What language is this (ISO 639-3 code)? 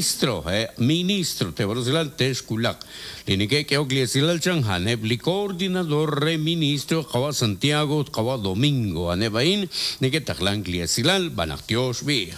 kek